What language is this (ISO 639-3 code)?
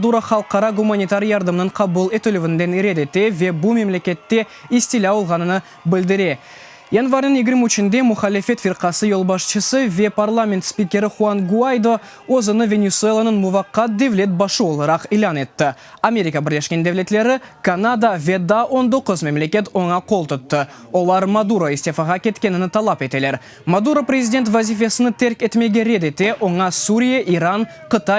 crh